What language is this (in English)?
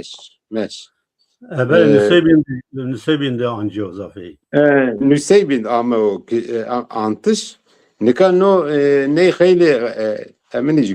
Zaza